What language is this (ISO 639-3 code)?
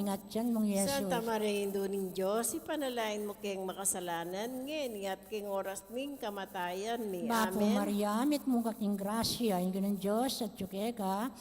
pam